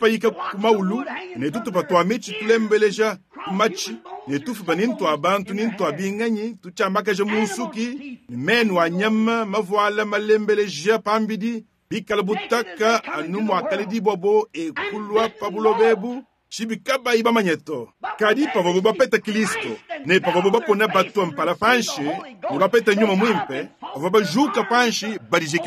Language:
Luba-Lulua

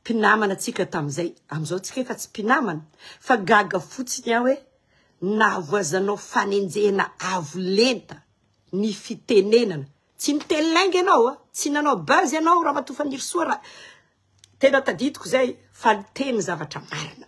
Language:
Malagasy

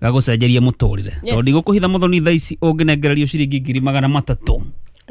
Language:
Kikuyu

